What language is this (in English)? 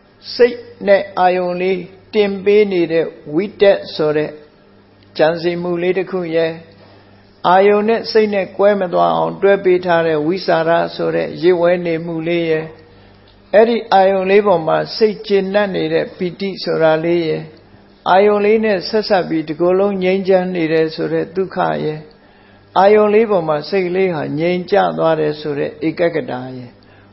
Burmese